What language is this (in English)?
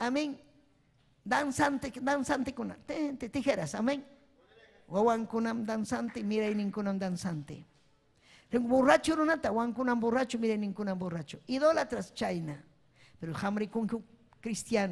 Ayacucho Quechua